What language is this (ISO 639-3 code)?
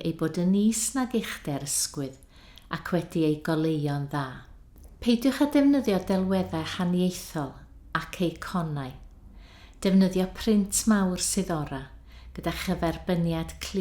cym